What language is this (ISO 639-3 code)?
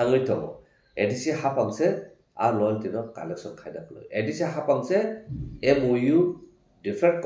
trp